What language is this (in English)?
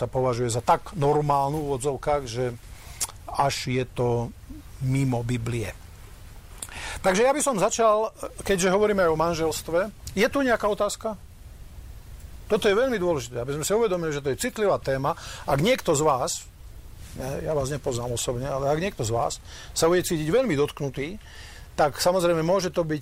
Slovak